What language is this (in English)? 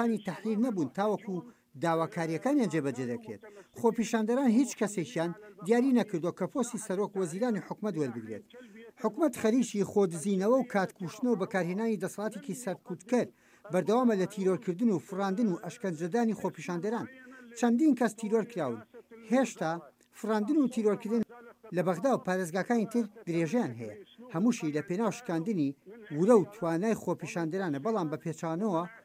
Central Kurdish